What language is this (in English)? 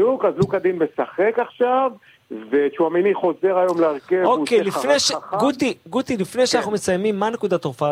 Hebrew